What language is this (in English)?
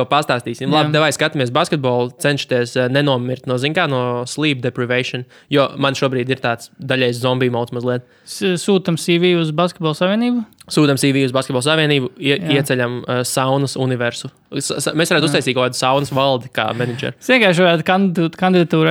Latvian